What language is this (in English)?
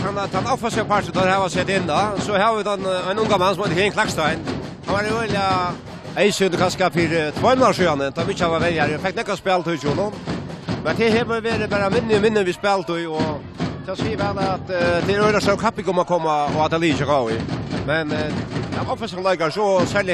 Faroese